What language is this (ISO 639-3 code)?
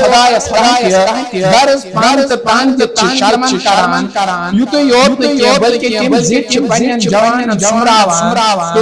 kas